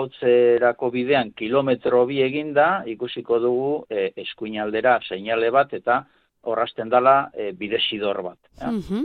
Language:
Basque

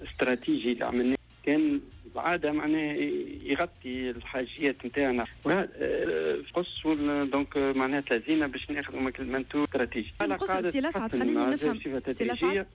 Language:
Tunisian Arabic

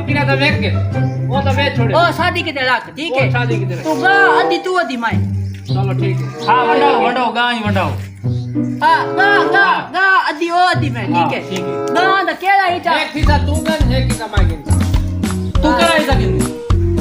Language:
Saraiki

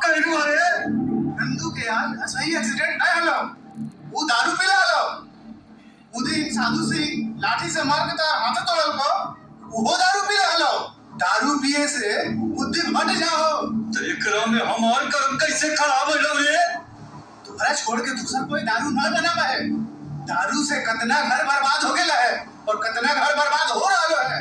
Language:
Magahi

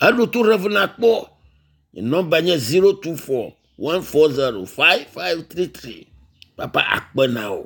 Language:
Ewe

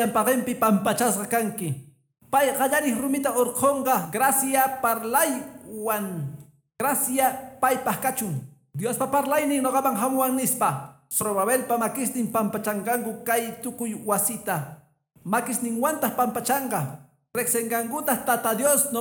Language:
Quechua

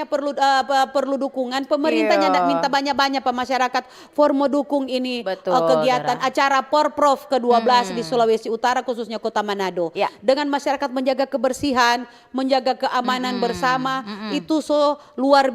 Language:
Manado Malay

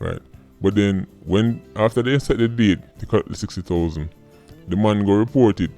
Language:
Jamaican Creole English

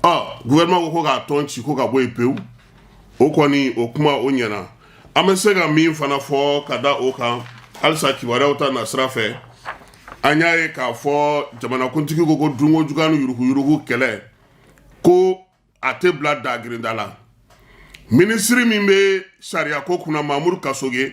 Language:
Bambara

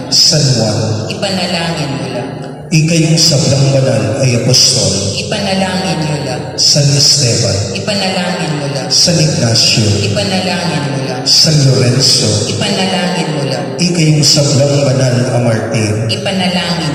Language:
Pampanga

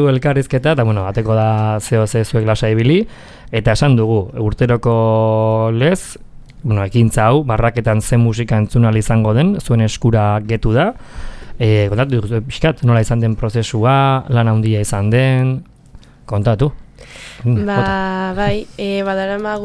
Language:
Basque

